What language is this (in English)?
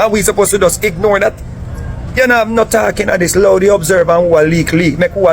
Jamaican Creole English